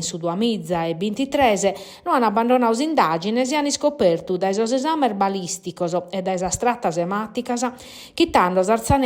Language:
Sardinian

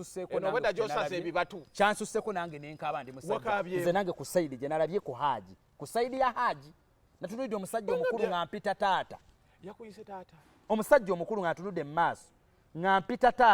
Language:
Ganda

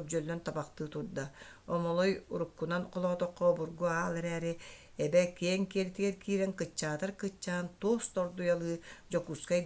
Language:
Yakut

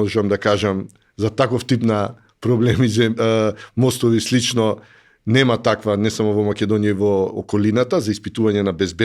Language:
Macedonian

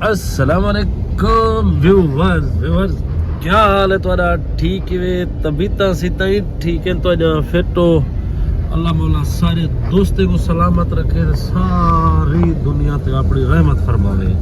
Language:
Saraiki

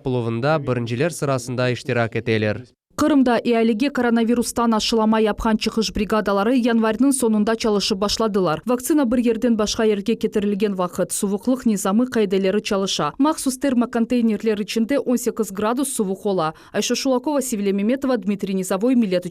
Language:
Crimean Tatar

